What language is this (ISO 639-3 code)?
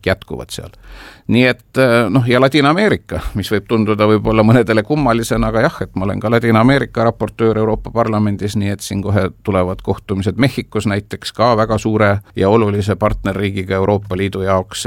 est